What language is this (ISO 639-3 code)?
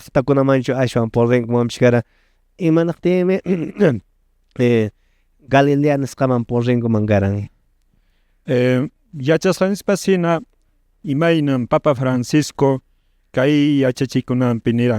que